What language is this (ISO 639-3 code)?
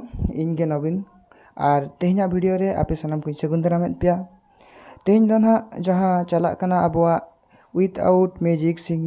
sat